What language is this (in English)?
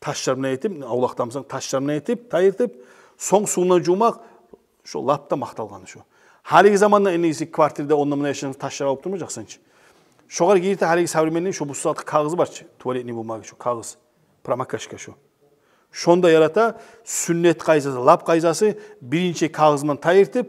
Kumyk